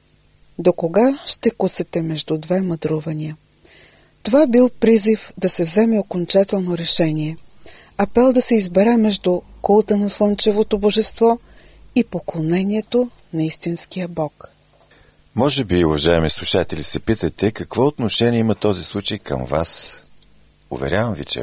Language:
Bulgarian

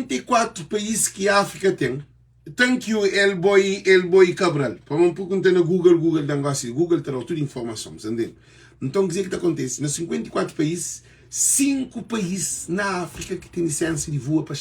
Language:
Kabuverdianu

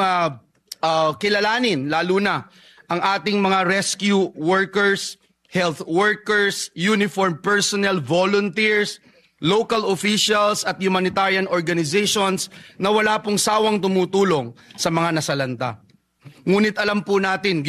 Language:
Filipino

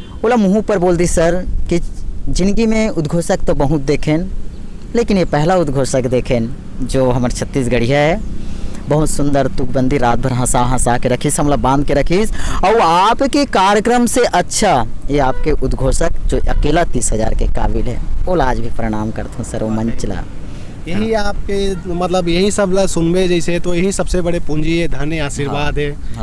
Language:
Chhattisgarhi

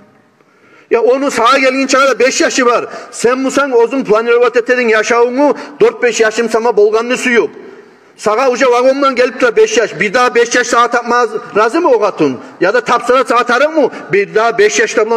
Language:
Kumyk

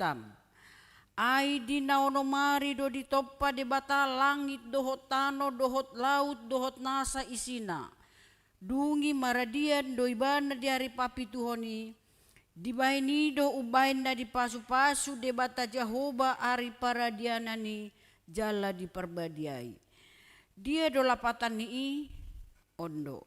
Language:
Batak Toba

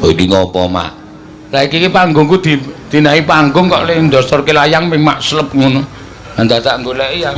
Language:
Javanese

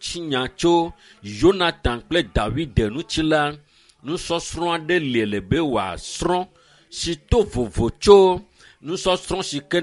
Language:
Ewe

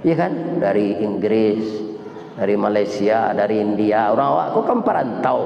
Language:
Minangkabau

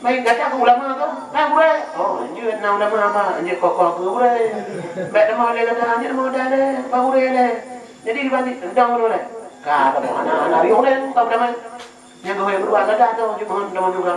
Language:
Achinese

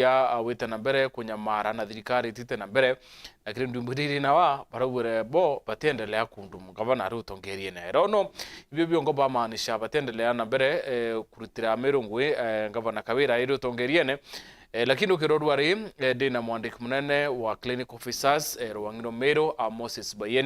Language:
Meru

